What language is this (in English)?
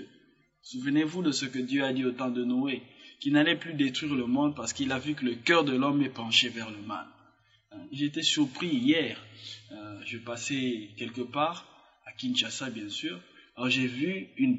French